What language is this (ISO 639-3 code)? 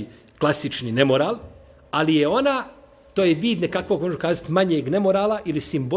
bos